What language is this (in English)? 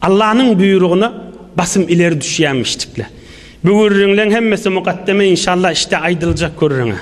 Turkmen